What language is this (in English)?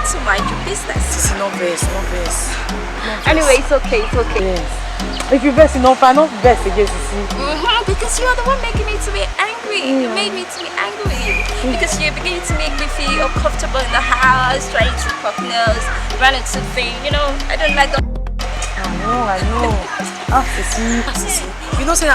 Nigerian Pidgin